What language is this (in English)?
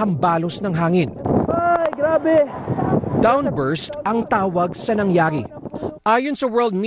Filipino